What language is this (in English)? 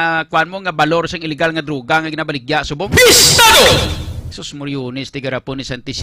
Hiligaynon